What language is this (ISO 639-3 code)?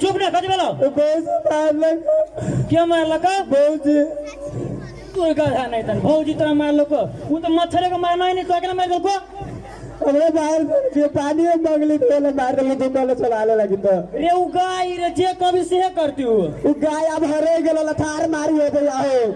mai